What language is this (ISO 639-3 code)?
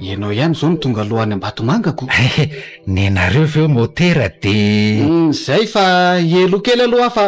mlg